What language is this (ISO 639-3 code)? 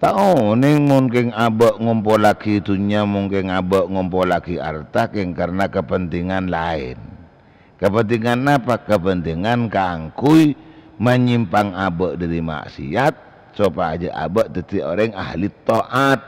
mad